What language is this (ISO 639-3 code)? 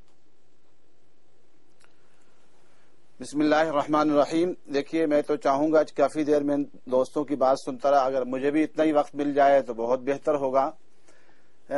urd